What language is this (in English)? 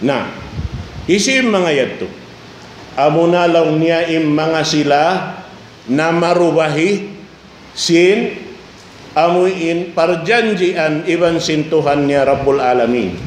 Tausug